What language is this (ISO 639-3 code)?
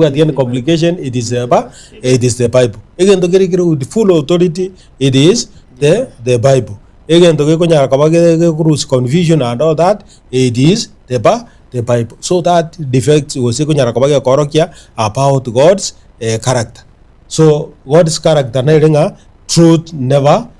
guz